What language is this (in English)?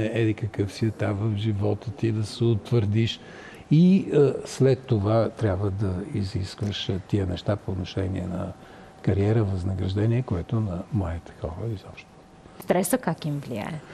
Bulgarian